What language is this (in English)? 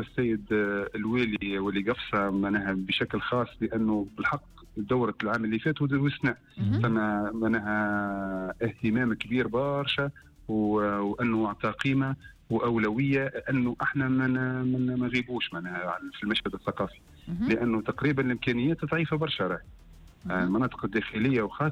Tunisian Arabic